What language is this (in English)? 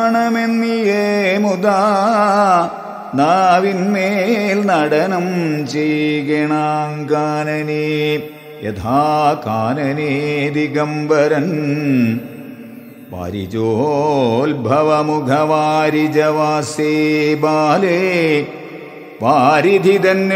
Malayalam